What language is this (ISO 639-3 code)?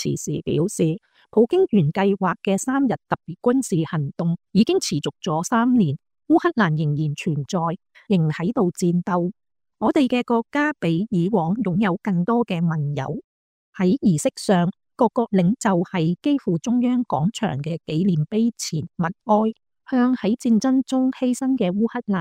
yue